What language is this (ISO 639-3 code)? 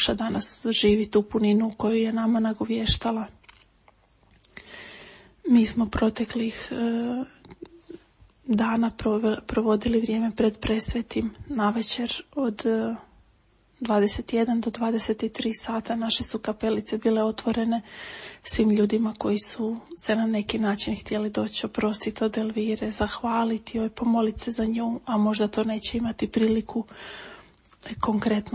hrv